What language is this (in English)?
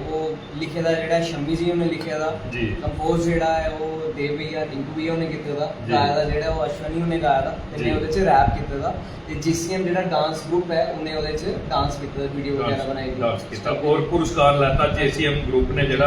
Dogri